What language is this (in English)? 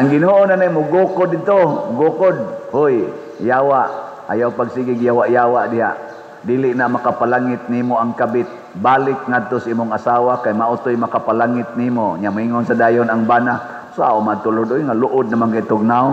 Cebuano